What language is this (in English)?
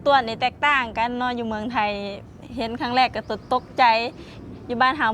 Lao